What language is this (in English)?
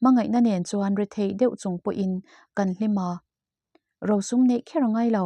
Mizo